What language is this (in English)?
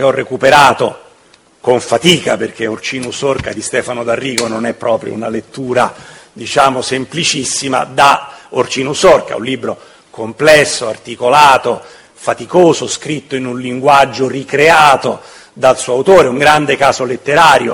Italian